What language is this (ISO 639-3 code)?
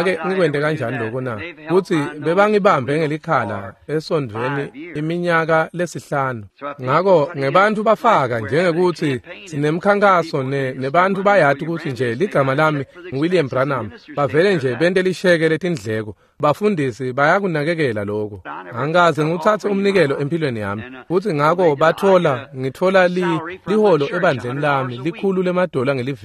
ssw